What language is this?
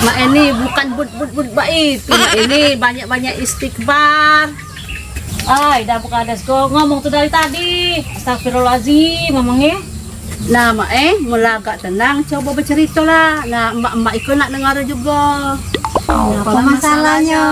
Musi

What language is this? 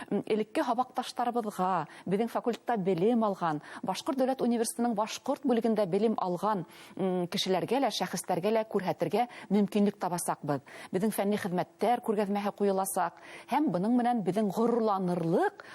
Bashkir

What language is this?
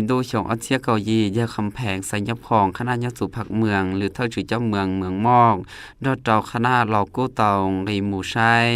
Hmong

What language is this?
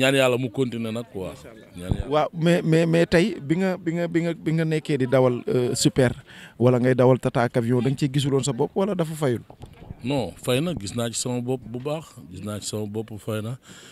Wolof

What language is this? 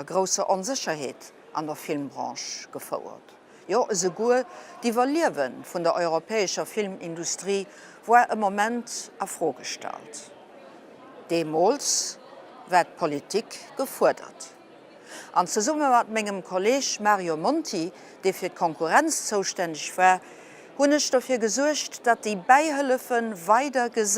Luxembourgish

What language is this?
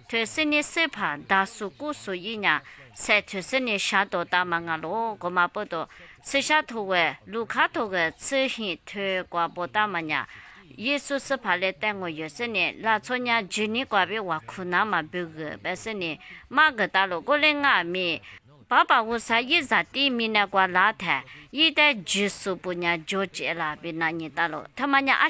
Lisu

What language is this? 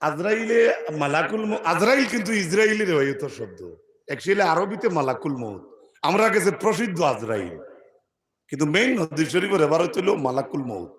Sylheti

